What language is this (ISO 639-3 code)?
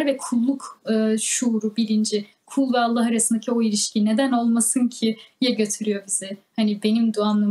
tur